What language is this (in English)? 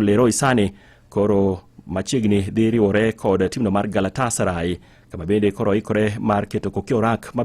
Luo (Kenya and Tanzania)